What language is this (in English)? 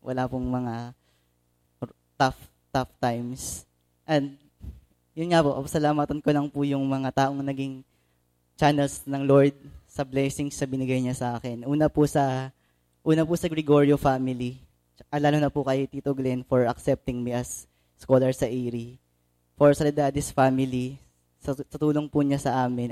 Filipino